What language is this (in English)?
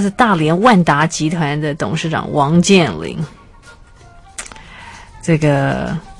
Chinese